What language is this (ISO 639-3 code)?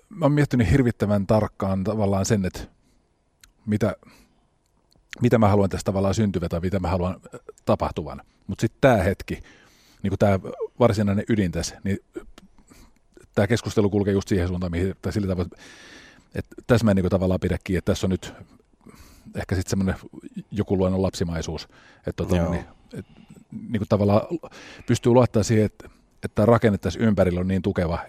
fin